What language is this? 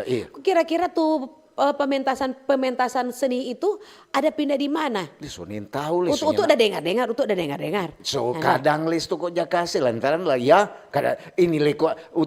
Manado Malay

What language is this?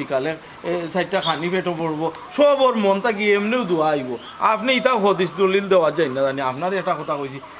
Sylheti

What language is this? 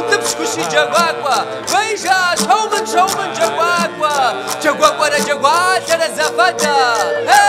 Kabardian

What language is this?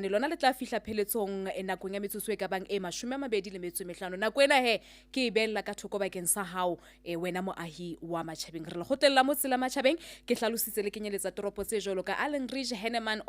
Southern Sotho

